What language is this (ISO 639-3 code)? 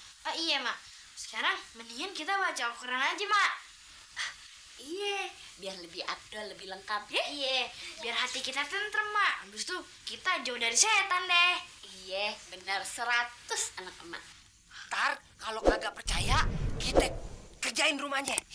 bew